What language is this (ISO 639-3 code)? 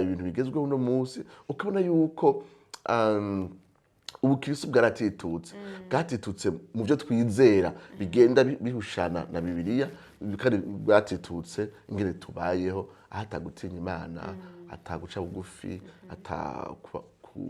run